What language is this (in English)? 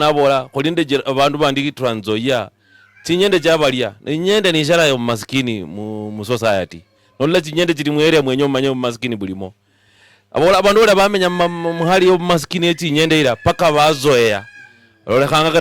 Luyia